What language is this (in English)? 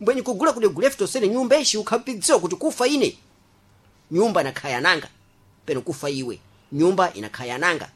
Sena